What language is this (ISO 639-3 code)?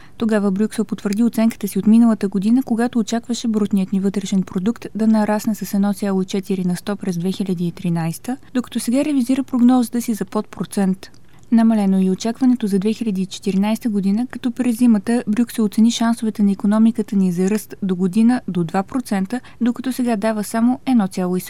bul